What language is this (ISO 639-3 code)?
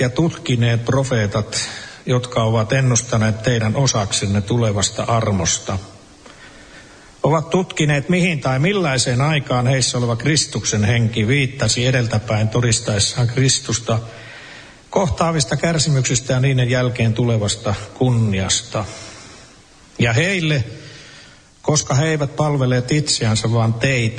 fin